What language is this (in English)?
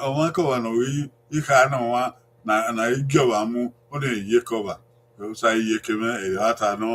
Bini